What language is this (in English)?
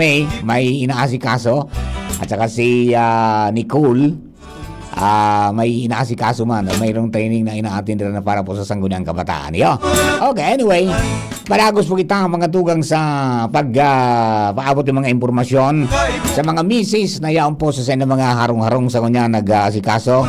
Bikol